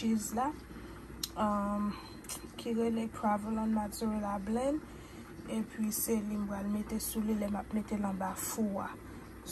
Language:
Haitian Creole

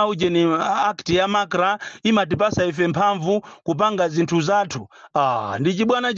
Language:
Nyanja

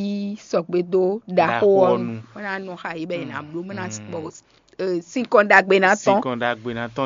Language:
Fon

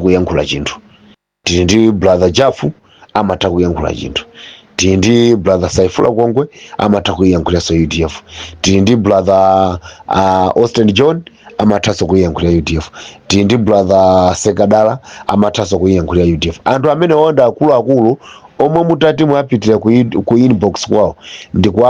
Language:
Nyanja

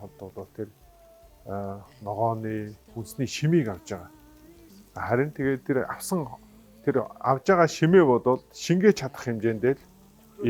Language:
Mongolian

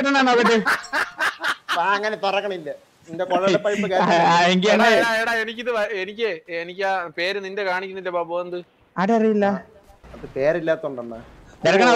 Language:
Malayalam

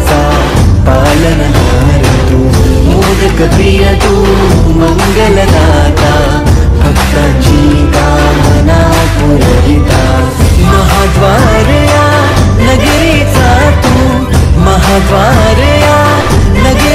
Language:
Marathi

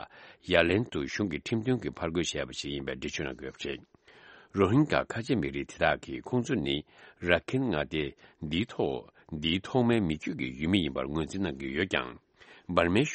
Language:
Tibetan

